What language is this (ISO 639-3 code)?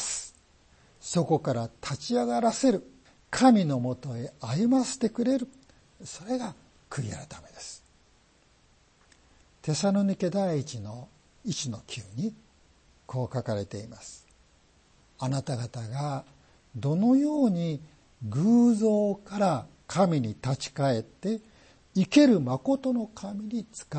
jpn